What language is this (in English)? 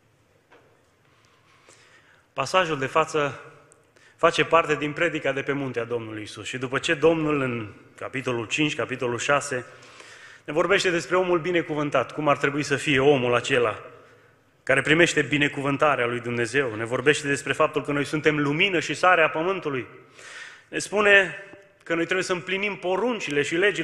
Romanian